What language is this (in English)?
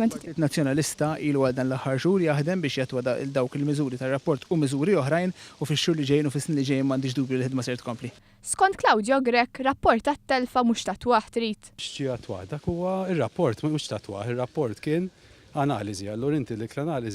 Maltese